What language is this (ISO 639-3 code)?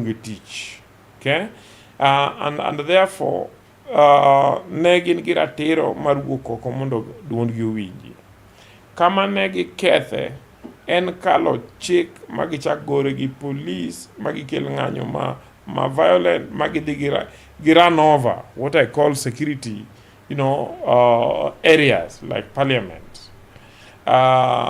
luo